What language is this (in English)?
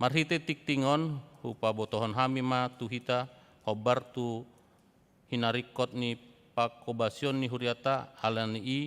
Batak Toba